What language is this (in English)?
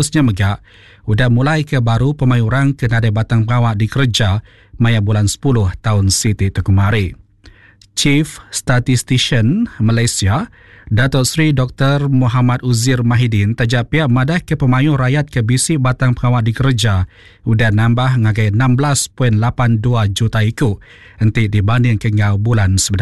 Iban